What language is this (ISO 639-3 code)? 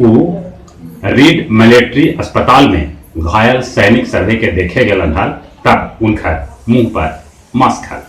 mag